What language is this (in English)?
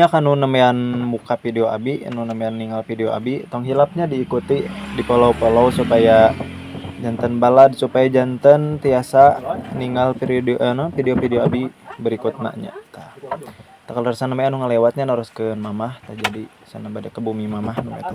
Sundanese